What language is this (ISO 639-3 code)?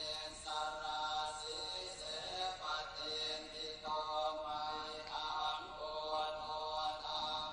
pli